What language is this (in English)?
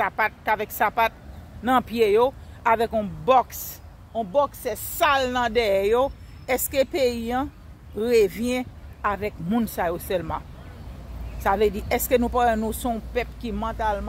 Haitian Creole